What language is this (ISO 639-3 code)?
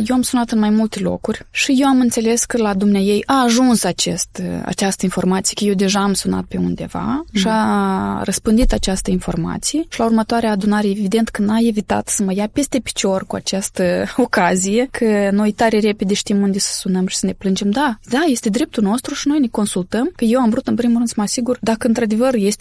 ron